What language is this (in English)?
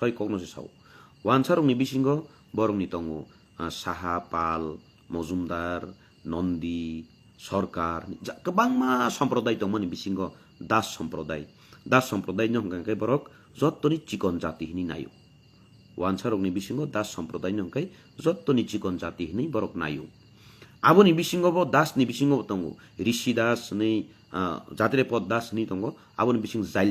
Kok Borok